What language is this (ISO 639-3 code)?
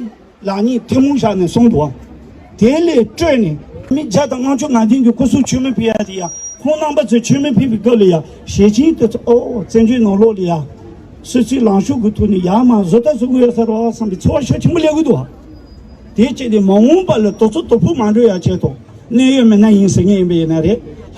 bod